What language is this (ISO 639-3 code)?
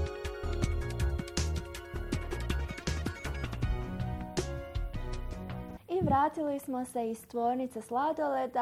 bos